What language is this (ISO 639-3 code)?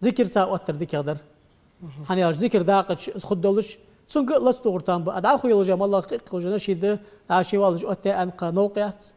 inh